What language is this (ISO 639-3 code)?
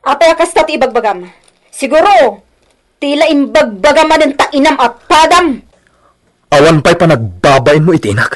ilo